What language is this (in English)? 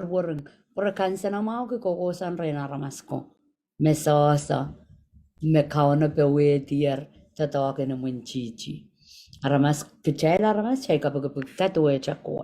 Pohnpeian